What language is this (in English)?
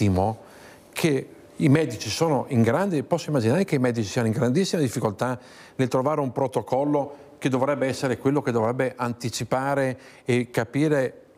Italian